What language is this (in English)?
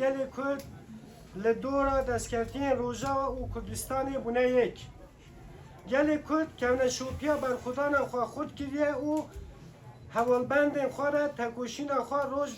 Kurdish